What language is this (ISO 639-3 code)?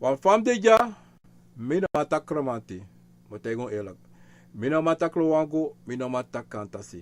srn